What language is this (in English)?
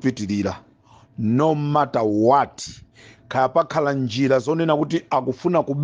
Nyanja